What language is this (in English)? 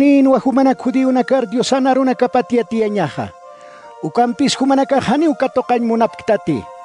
Aymara